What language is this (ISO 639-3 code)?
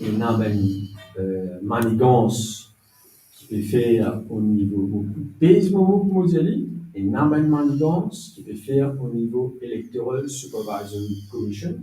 mfe